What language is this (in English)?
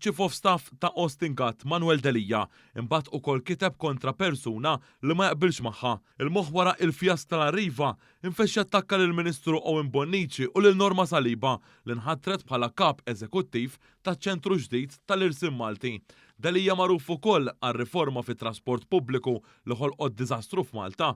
Maltese